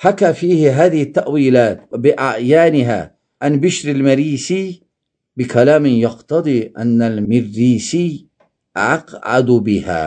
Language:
Azerbaijani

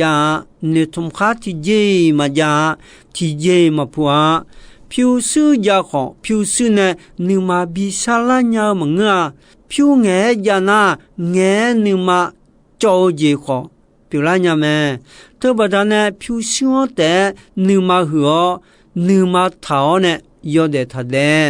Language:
Akha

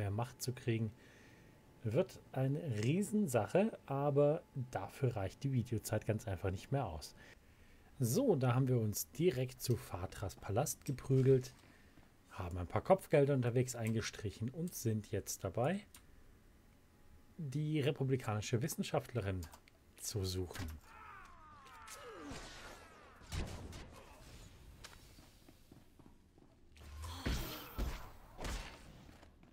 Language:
German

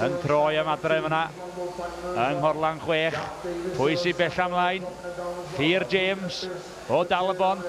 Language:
Welsh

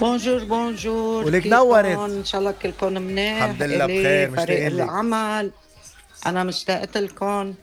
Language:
North Levantine Arabic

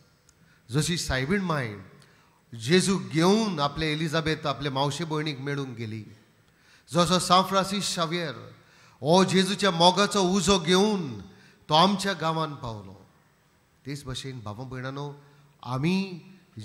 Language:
Konkani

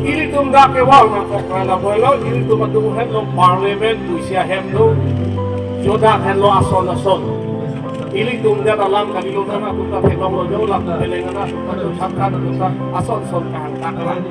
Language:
Karbi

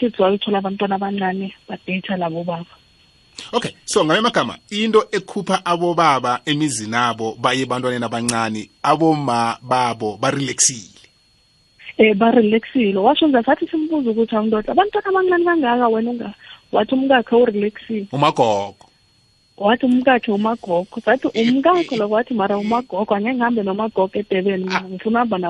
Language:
South Ndebele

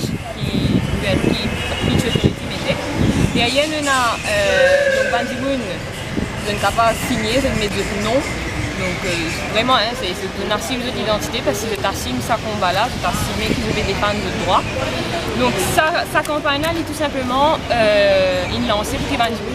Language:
Morisyen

